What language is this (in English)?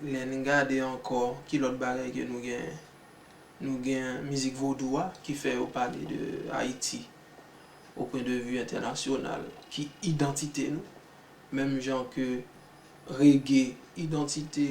Haitian Creole